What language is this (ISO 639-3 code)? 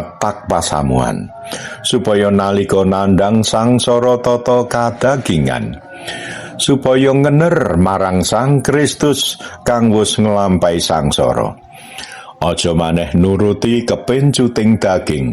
jav